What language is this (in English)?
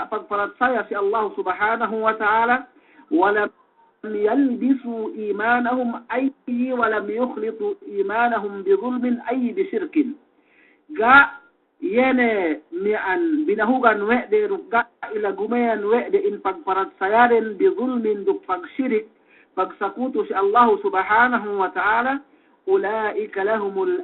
Yakan